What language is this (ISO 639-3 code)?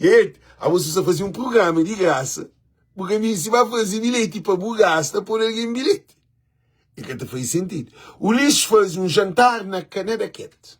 kea